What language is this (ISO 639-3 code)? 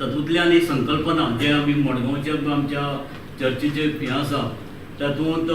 kok